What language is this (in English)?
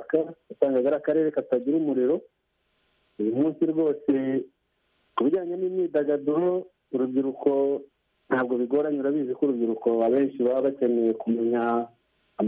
Kinyarwanda